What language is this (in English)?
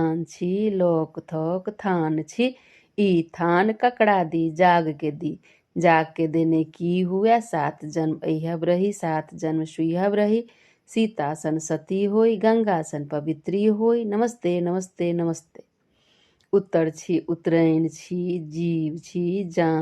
Maithili